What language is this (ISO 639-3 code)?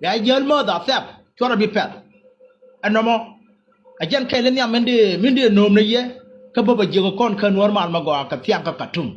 nus